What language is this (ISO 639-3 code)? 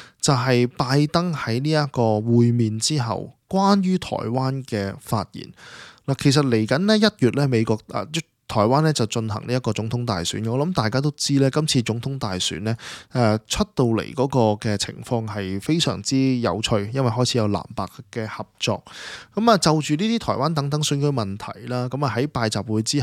yue